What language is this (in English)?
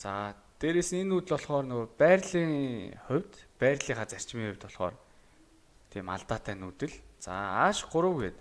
Mongolian